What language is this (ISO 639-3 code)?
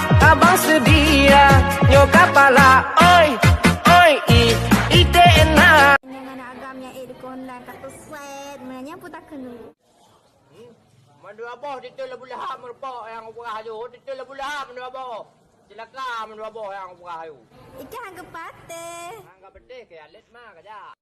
ace